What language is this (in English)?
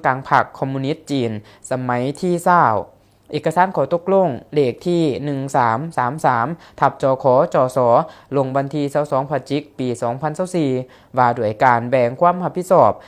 Lao